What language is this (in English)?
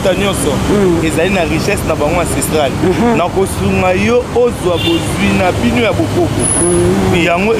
Lingala